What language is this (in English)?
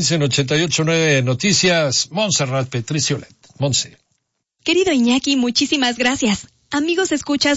Spanish